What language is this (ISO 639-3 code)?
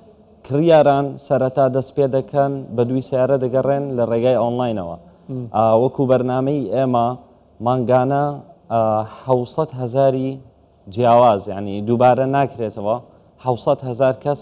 ckb